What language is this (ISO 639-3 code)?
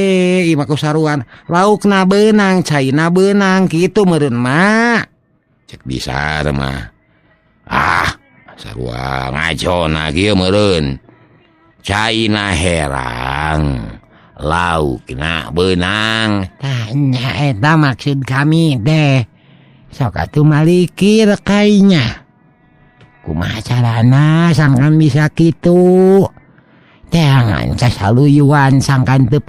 sun